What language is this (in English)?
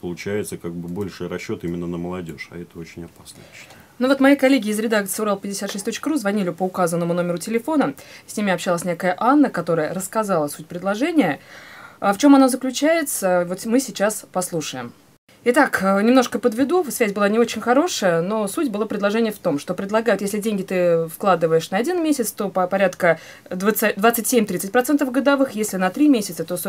Russian